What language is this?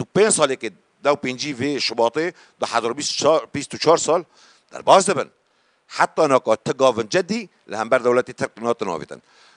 Kurdish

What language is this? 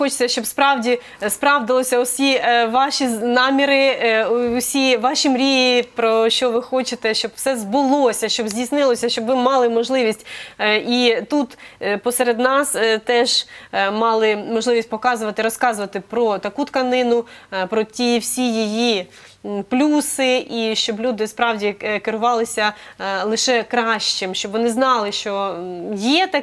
Ukrainian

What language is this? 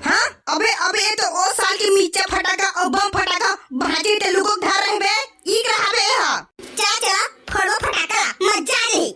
Chhattisgarhi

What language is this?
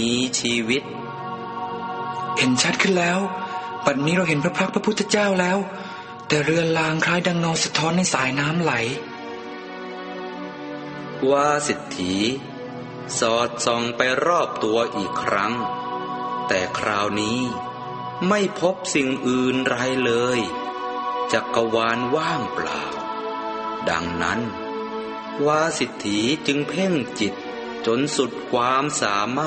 Thai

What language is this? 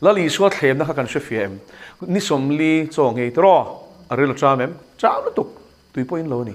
Mizo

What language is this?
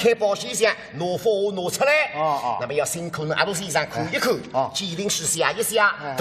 Wu Chinese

